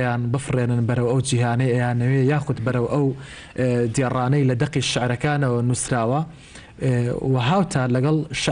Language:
Central Kurdish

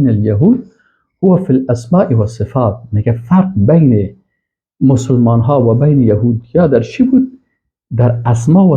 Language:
Persian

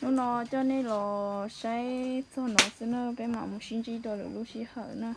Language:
Hmong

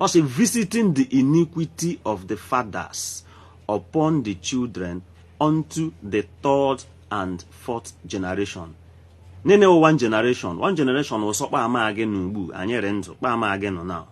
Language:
Igbo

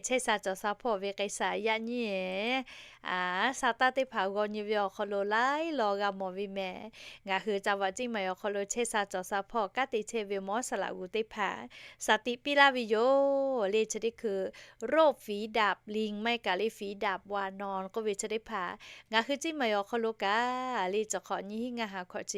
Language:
Lahu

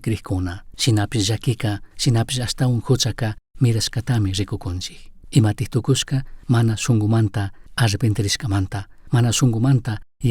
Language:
Chimborazo Highland Quichua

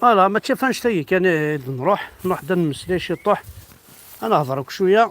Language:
Kabyle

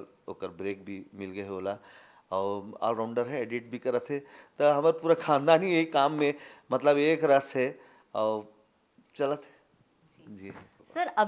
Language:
Chhattisgarhi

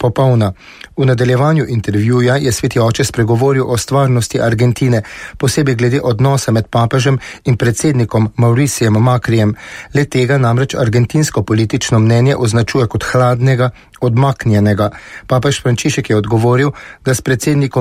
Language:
Slovenian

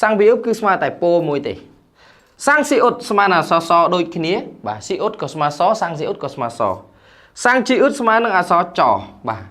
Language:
Khmer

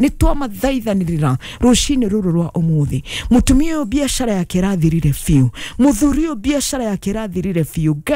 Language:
Kikuyu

